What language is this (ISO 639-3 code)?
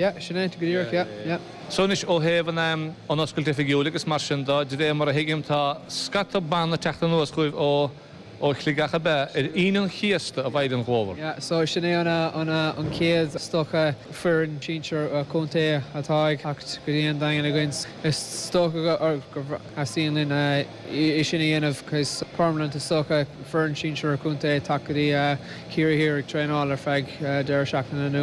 gle